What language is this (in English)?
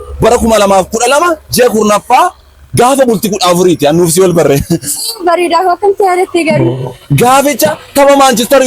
Oromo